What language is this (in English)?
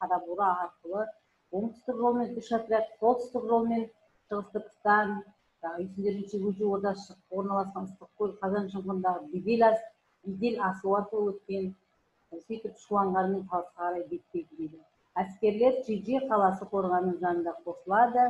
Kazakh